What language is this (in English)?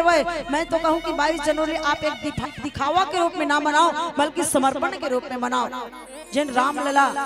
Chhattisgarhi